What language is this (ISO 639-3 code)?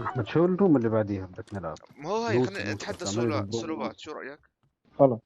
apc